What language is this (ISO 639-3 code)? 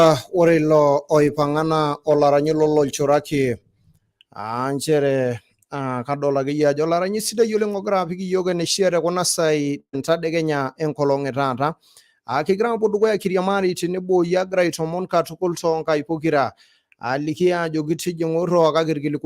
mas